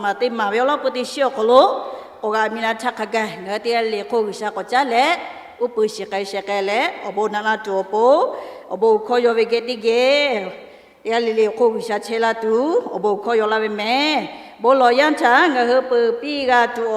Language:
Lahu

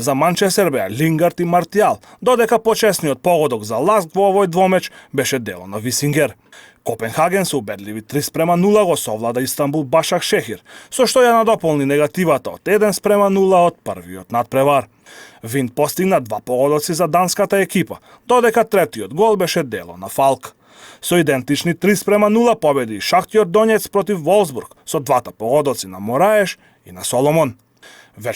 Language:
Macedonian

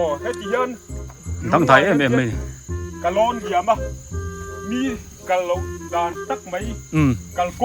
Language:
Biete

